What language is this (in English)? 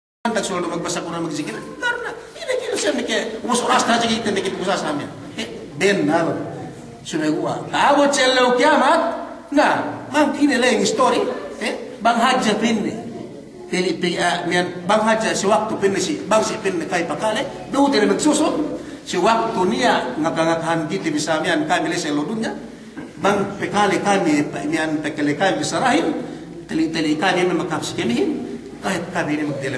Yakan